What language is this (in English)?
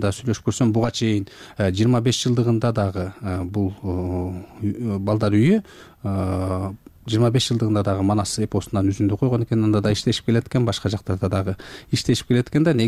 Kyrgyz